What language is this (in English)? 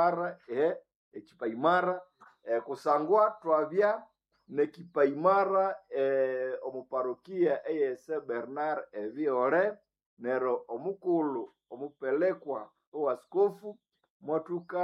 Nande